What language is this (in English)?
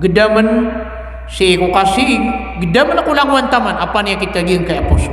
Maranao